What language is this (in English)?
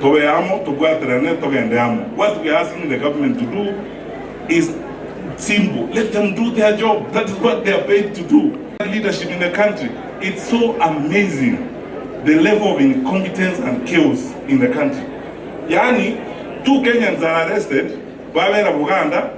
Gusii